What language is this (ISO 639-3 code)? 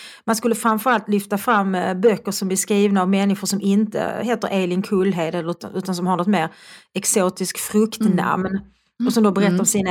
swe